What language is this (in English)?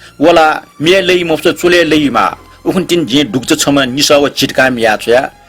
Newari